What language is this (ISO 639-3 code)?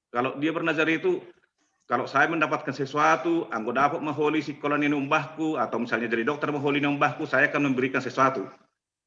bts